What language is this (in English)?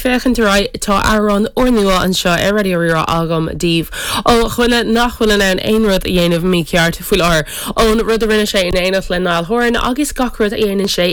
Irish